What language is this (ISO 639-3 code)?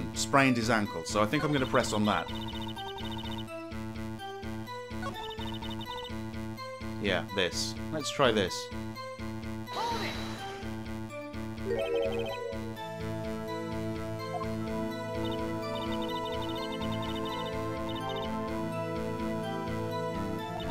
eng